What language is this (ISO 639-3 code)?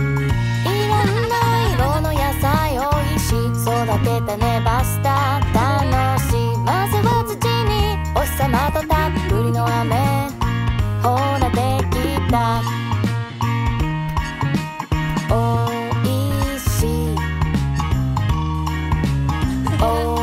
jpn